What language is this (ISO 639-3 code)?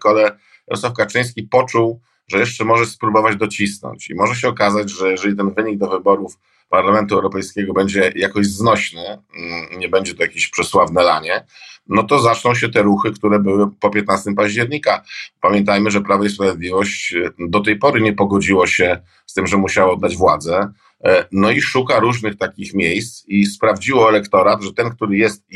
pol